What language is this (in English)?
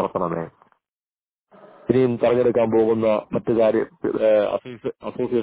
Malayalam